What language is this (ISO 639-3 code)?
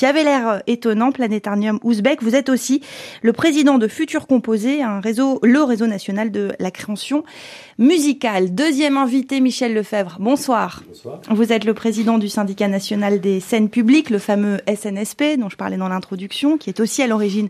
fra